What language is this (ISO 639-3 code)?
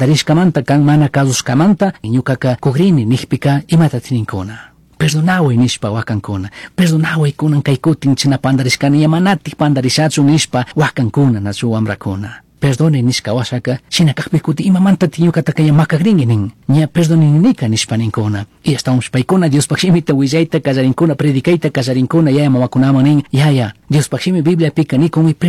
qug